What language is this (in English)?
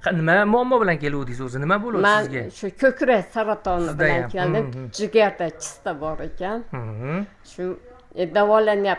Uzbek